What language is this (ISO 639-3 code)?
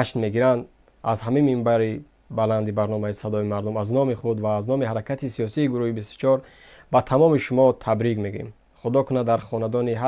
tgk